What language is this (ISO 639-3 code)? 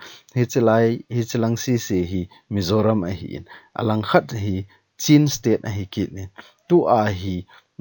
tcz